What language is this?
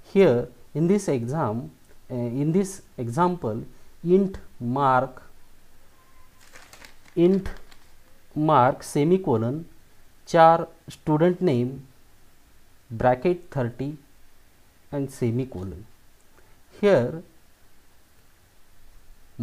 Marathi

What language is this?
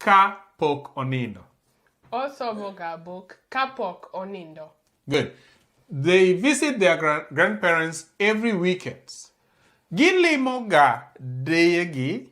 Luo (Kenya and Tanzania)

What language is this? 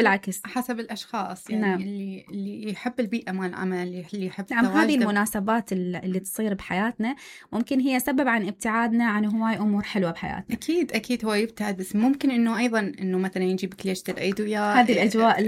Mesopotamian Arabic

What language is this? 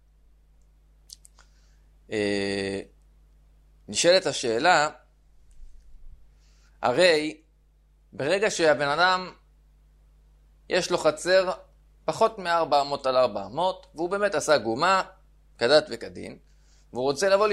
Hebrew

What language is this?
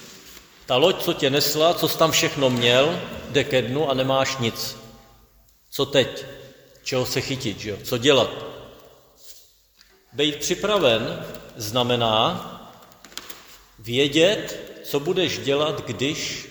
Czech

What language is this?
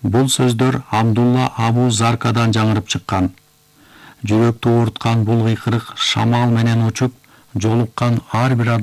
Kyrgyz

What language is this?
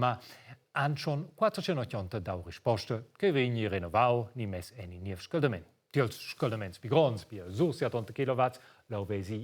Romansh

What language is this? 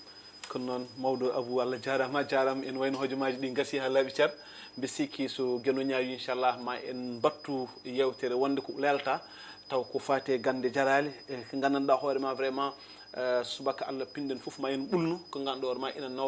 Fula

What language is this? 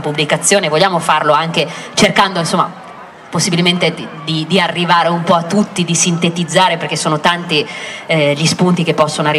Italian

